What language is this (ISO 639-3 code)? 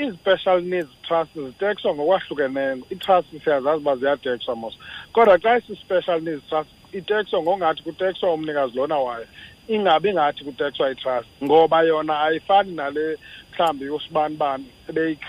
xho